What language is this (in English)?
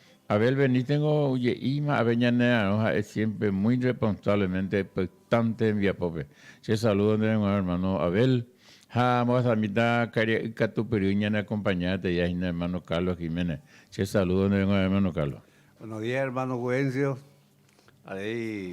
Guarani